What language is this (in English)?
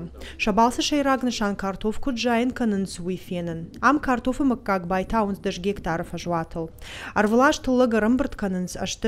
Ossetic